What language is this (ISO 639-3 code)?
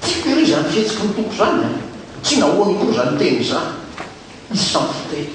mlg